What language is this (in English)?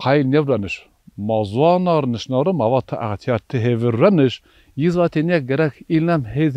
Zaza